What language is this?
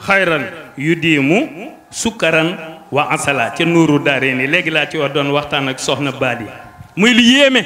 Wolof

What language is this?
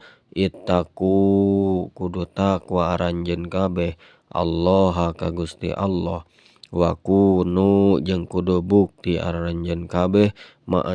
Sundanese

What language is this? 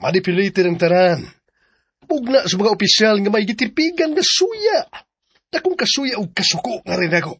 Cebuano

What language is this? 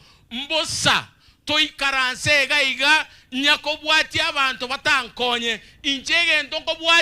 Gusii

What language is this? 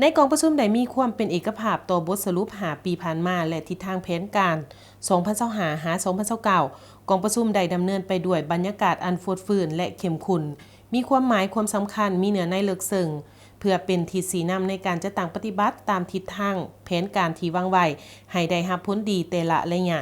Lao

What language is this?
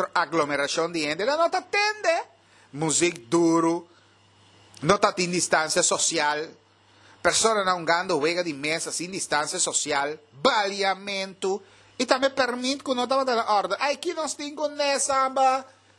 Papiamento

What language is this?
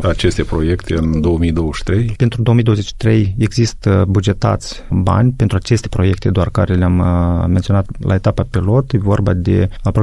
Romanian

